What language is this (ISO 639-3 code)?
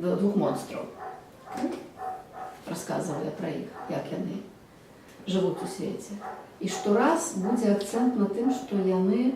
bel